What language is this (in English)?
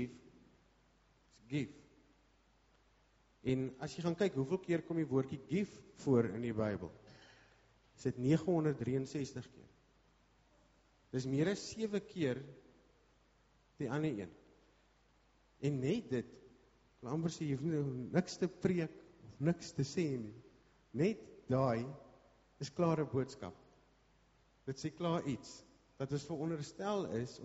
Afrikaans